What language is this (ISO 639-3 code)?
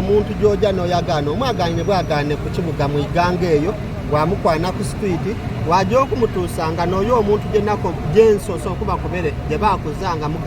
xog